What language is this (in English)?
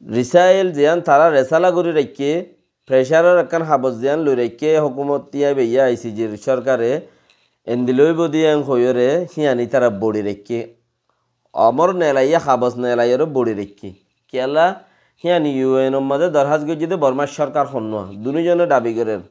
Rohingya